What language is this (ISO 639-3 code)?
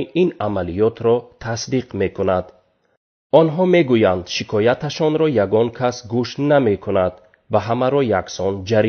tgk